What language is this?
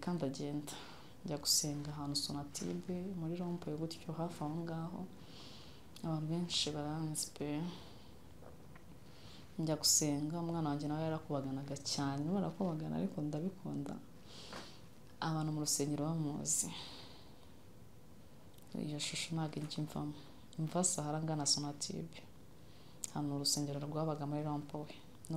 Kinyarwanda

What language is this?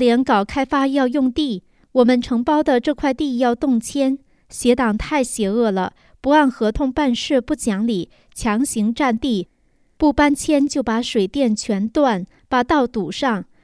Chinese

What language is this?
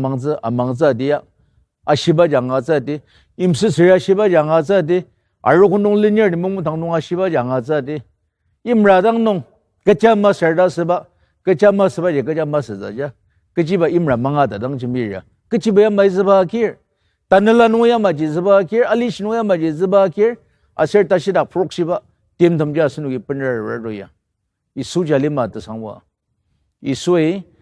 Ao Naga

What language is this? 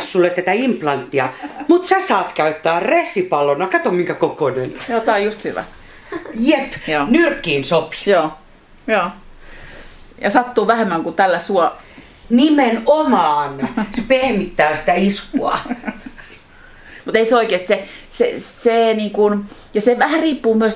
Finnish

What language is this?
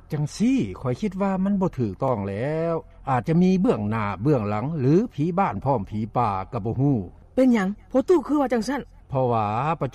Lao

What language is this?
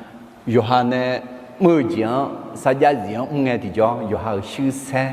Akha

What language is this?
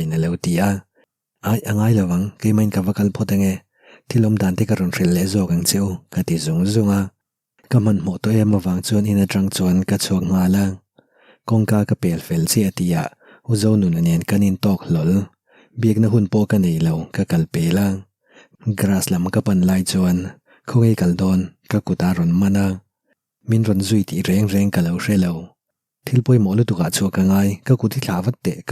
Mizo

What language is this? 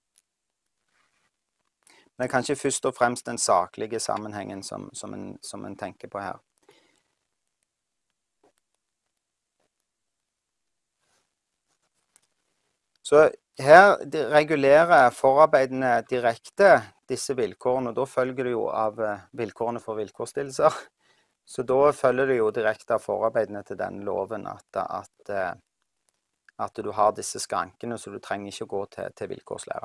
Norwegian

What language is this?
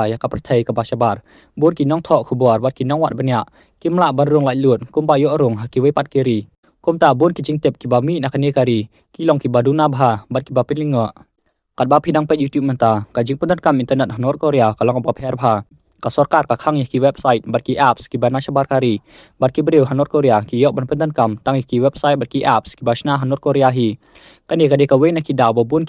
Khasi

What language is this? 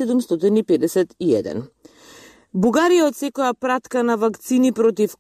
Macedonian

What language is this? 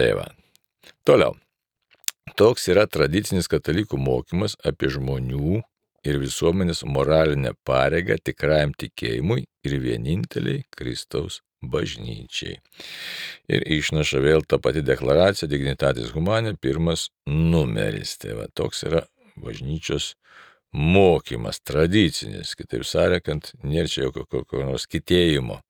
Lithuanian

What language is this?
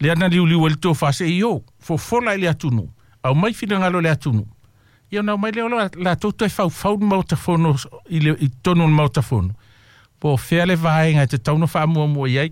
Samoan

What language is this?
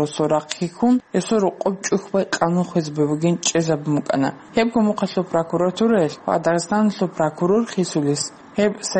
Avaric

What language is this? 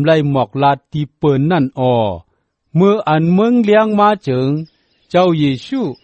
Shan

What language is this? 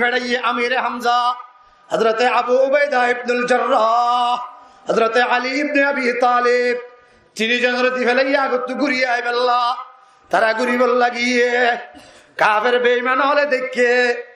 Rohingya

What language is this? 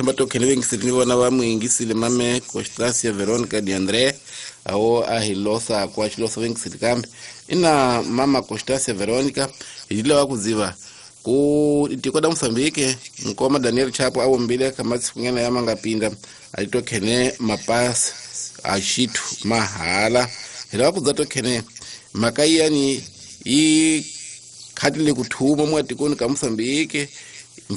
Tsonga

